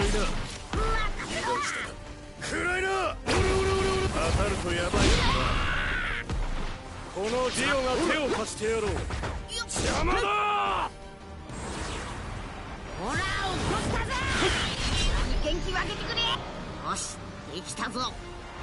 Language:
Japanese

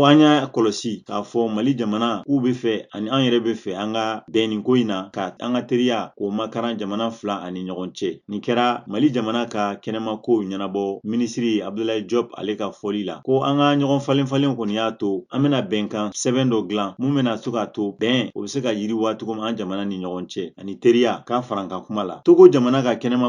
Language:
Bambara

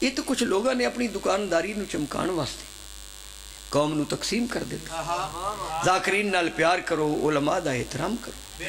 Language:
Pahari-Potwari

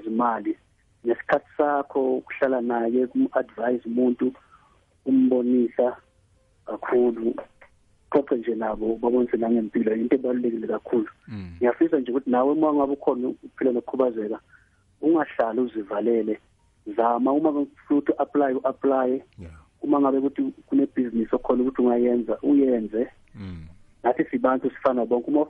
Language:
South Ndebele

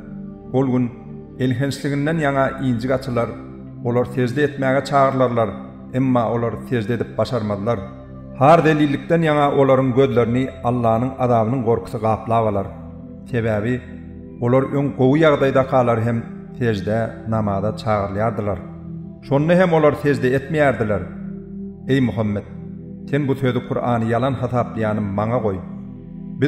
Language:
Turkmen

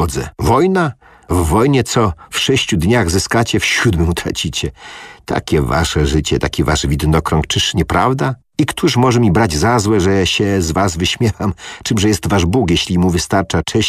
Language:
Polish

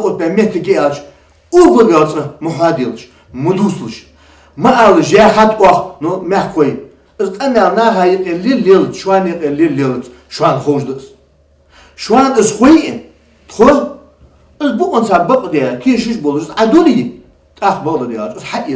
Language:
Ingush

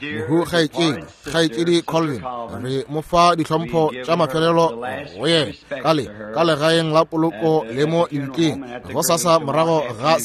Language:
Northern Sotho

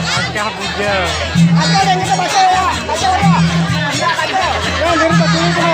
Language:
Banjar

